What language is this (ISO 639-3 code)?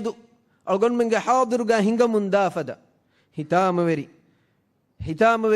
div